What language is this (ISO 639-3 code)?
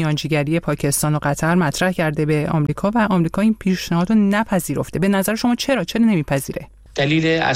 fas